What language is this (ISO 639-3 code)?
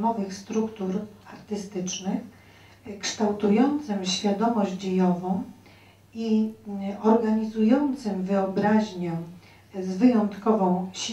pol